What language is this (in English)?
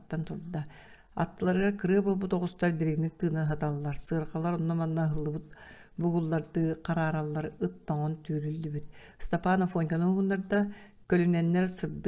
Yakut